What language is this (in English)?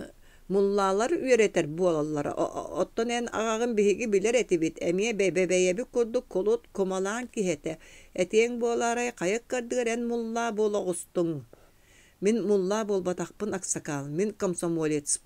Yakut